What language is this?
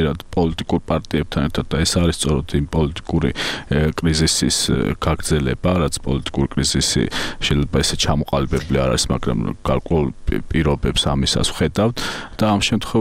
Georgian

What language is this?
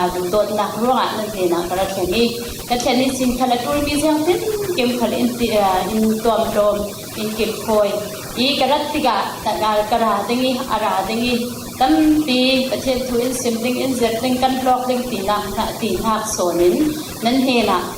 Falam Chin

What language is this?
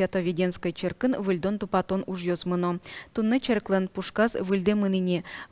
Udmurt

